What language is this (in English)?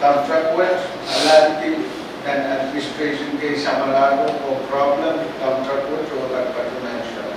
Pohnpeian